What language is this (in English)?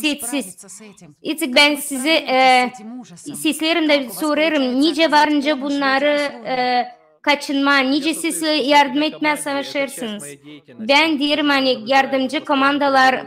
Gagauz